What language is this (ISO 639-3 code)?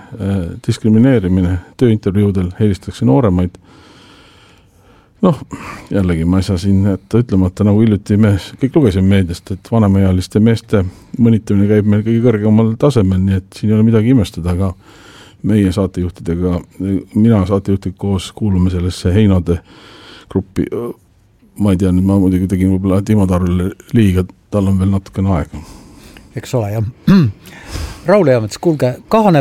est